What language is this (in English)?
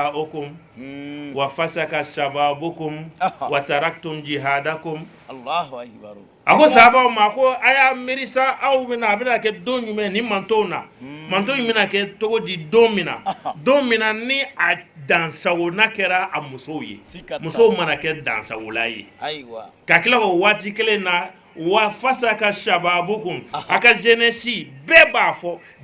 Bambara